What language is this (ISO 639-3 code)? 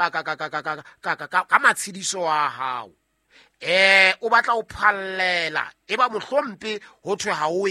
sot